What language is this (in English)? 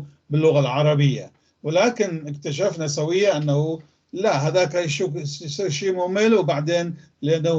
North Levantine Arabic